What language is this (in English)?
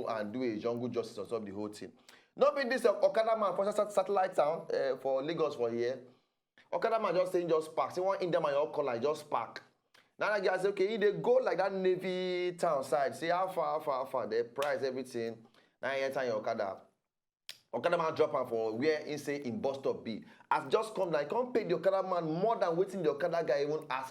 Nigerian Pidgin